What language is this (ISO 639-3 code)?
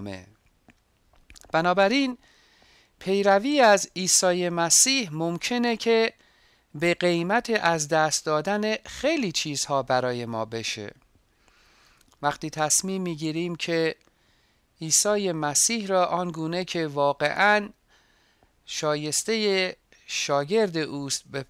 fas